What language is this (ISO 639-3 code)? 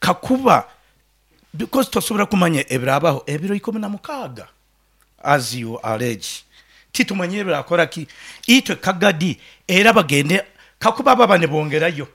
nyn